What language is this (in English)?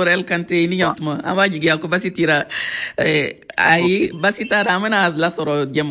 Bambara